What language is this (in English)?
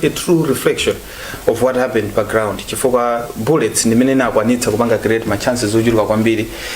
Nyanja